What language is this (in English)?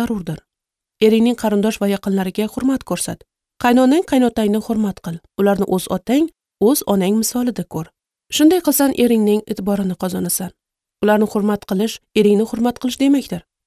Uzbek